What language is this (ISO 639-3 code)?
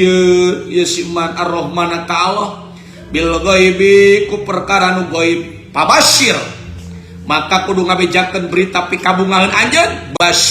sun